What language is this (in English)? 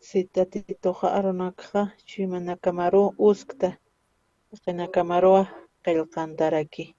Aymara